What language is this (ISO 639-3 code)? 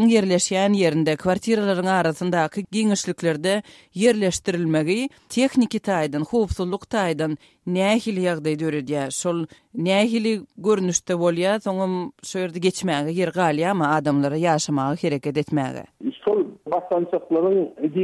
tuk